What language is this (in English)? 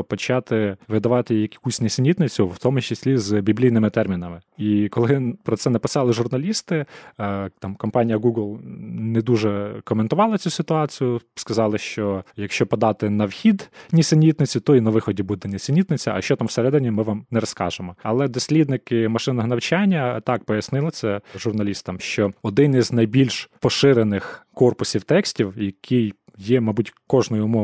Ukrainian